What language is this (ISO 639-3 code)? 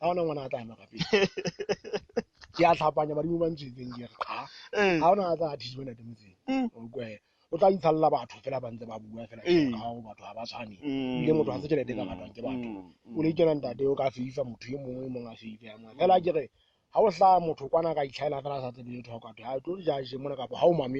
sot